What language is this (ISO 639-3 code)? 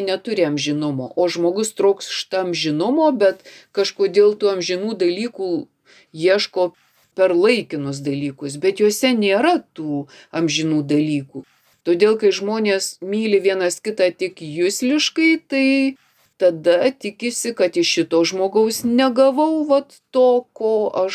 lit